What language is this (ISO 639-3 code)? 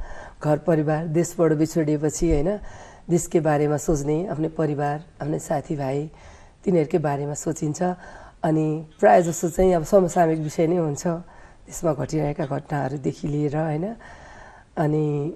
nep